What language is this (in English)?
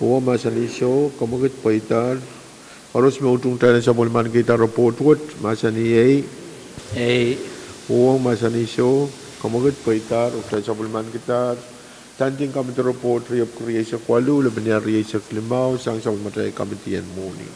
Pohnpeian